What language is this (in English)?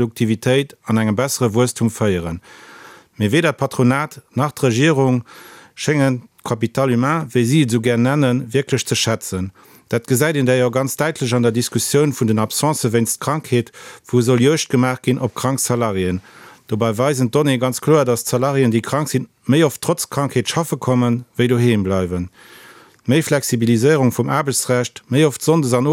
Luxembourgish